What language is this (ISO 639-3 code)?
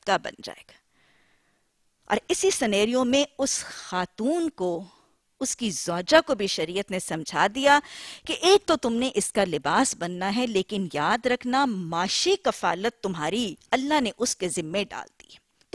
urd